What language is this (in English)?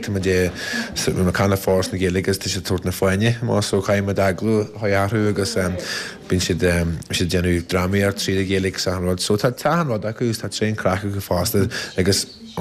Irish